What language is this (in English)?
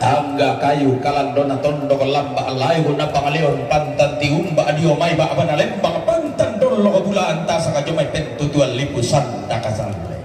Toraja-Sa'dan